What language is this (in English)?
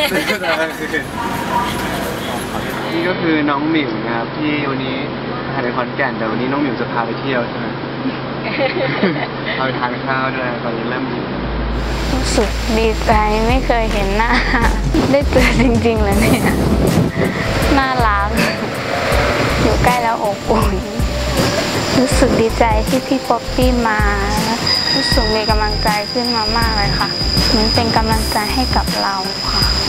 Thai